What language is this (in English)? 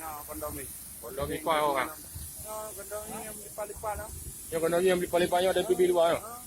Achinese